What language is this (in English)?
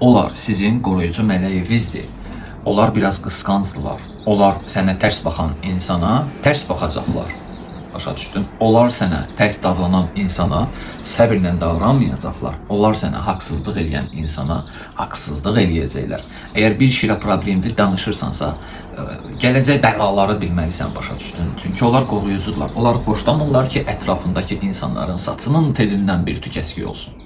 Azerbaijani